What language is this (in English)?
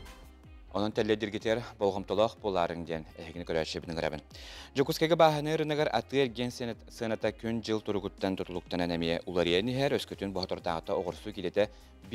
Yakut